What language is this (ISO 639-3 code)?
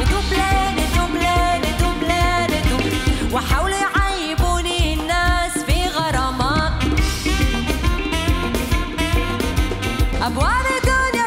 arz